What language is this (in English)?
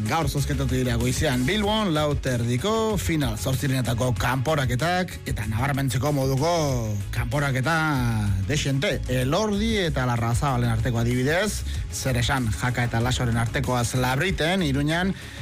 Basque